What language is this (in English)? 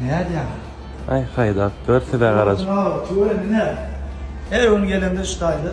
Turkmen